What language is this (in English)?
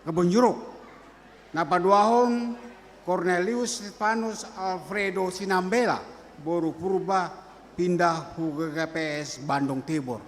Batak Simalungun